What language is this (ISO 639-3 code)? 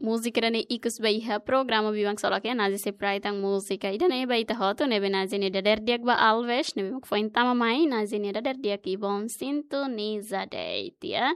tet